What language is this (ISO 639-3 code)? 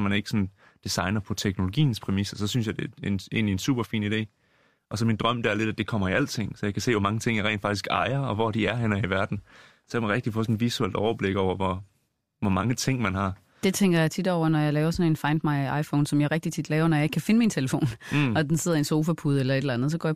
dan